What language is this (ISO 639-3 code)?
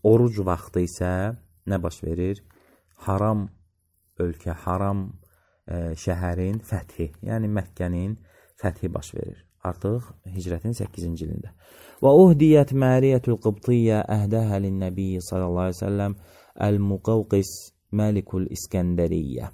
aze